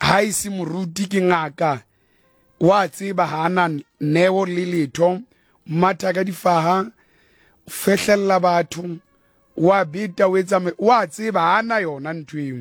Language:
Southern Sotho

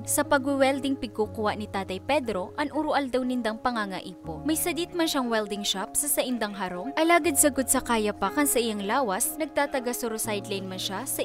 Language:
Bikol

